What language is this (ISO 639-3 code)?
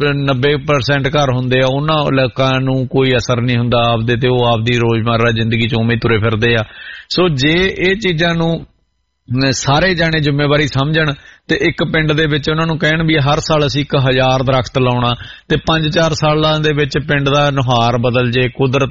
pan